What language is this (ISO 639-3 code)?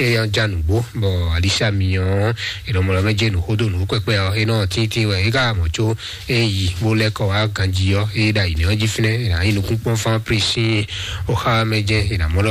fon